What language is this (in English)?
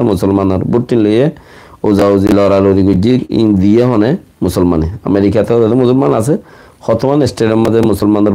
Rohingya